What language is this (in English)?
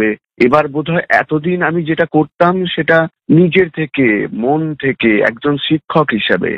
Bangla